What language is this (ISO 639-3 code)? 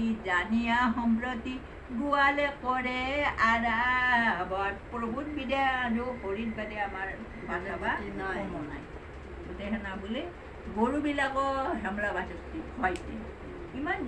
asm